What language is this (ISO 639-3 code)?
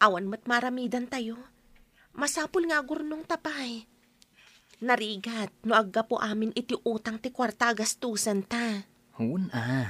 ilo